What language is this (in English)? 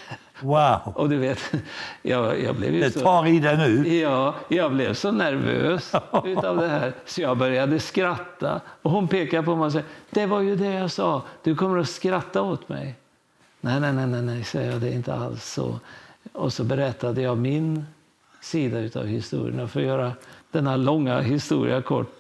Swedish